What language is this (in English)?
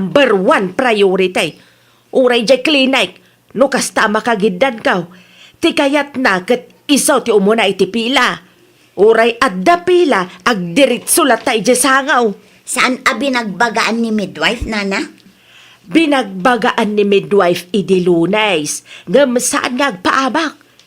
Iloko